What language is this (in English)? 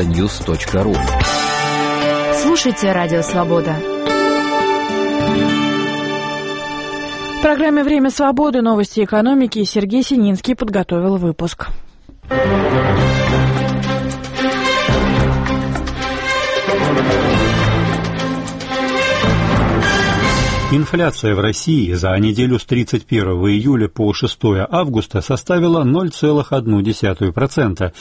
Russian